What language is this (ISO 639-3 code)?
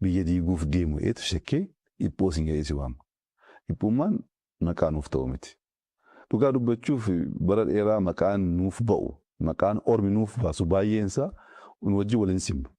orm